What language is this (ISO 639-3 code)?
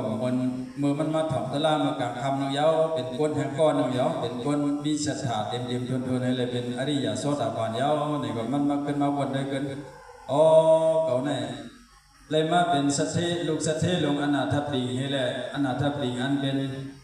shn